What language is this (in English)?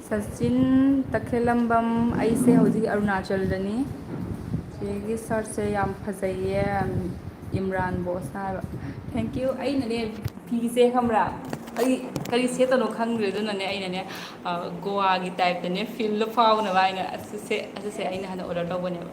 Manipuri